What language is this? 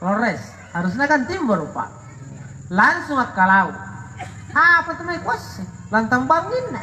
Makasar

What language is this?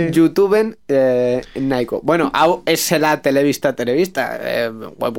Basque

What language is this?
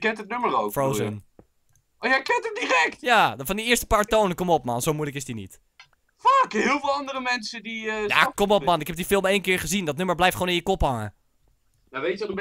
Dutch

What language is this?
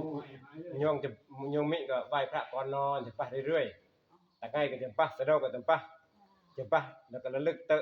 Northeastern Thai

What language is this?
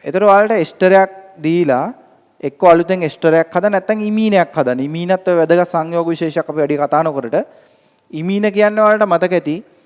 Sinhala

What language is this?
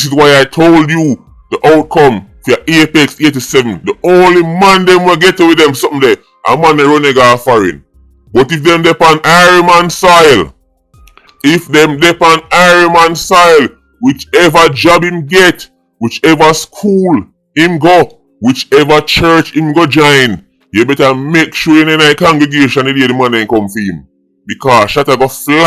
Jamaican Creole English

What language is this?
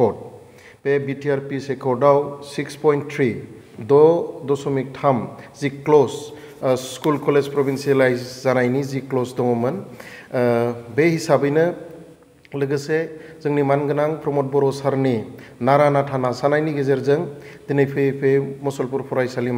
Bodo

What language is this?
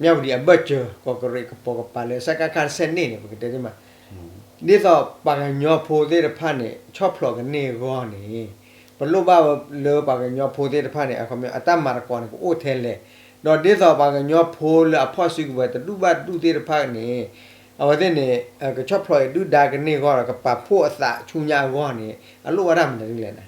S'gaw Karen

